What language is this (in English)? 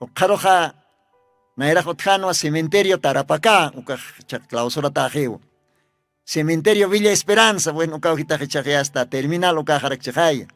Aymara